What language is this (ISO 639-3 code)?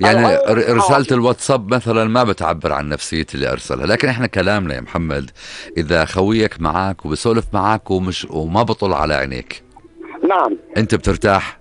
apc